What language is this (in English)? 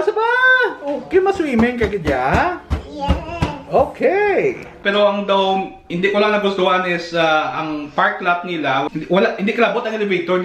Hiligaynon